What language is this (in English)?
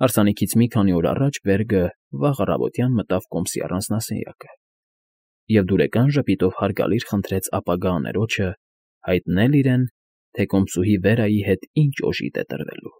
Armenian